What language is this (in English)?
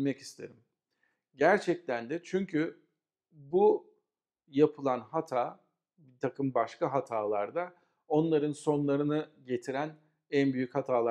Turkish